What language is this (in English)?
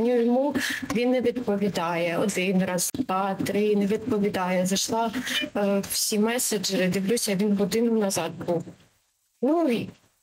Ukrainian